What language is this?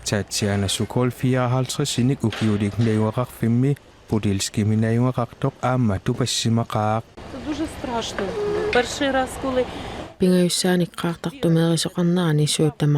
Kalaallisut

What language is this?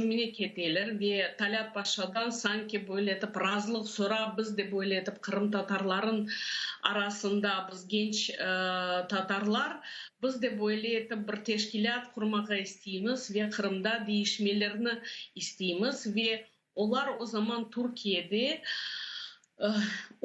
Crimean Tatar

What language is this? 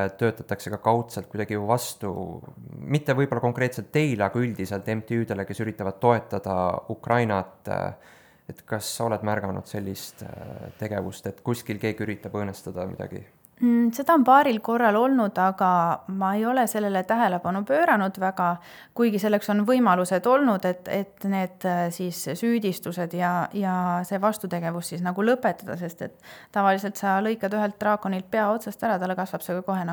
Estonian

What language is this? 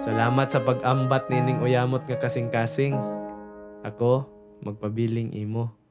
Cebuano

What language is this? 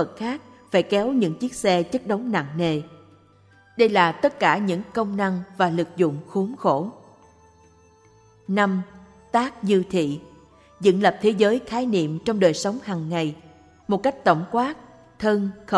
Vietnamese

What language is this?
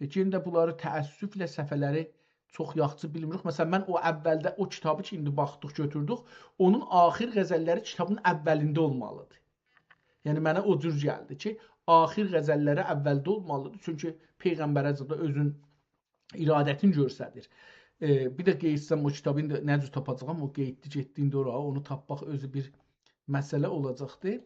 South Azerbaijani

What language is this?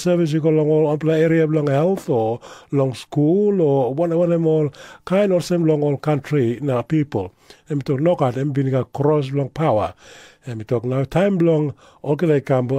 Tok Pisin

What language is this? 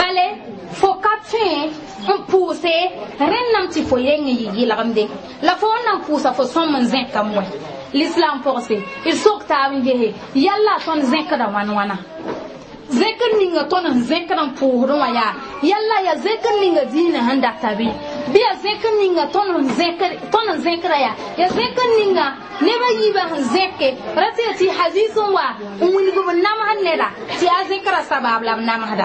Mossi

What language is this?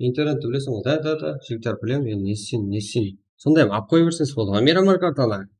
Kara-Kalpak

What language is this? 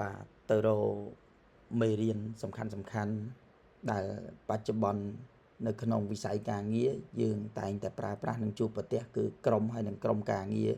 Khmer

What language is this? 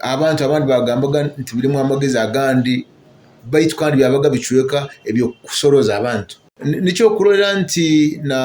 Nyoro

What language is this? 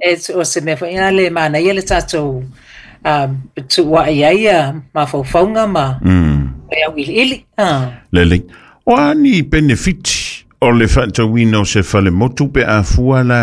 Samoan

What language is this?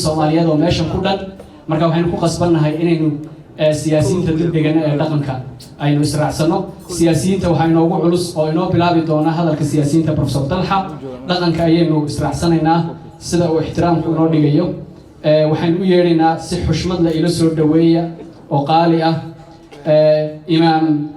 Somali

